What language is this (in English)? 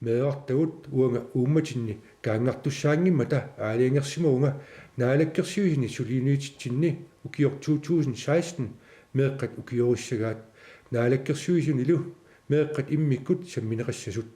Kalaallisut